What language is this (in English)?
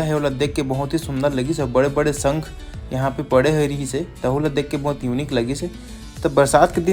Chhattisgarhi